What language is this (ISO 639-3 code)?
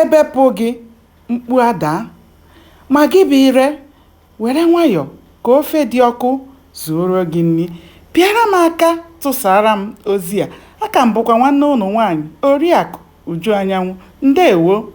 ibo